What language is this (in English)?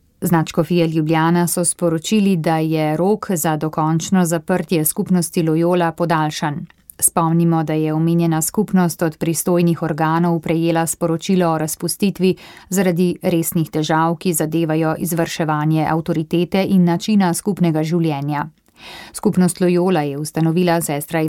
Slovenian